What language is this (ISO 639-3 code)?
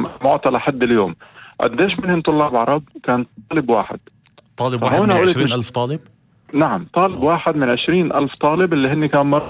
apc